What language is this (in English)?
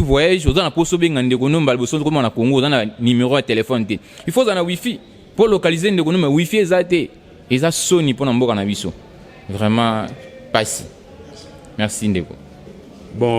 Lingala